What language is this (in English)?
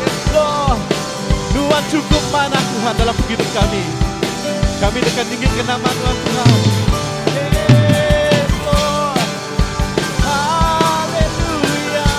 Iban